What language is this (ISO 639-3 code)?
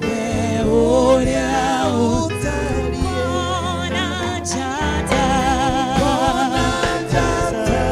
kik